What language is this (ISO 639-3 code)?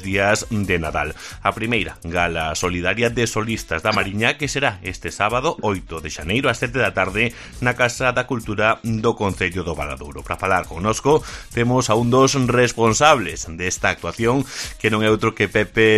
glg